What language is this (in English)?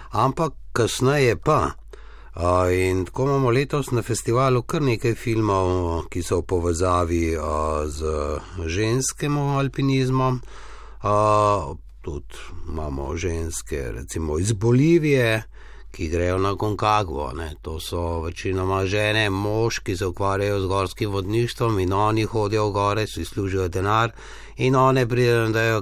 Slovenian